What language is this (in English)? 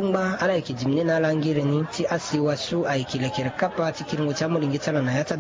Sango